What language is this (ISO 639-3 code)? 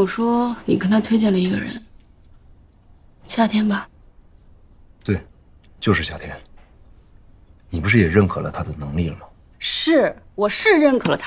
zho